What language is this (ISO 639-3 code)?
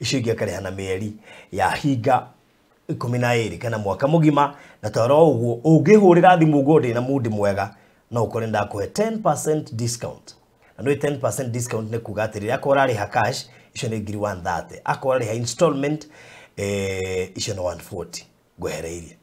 kik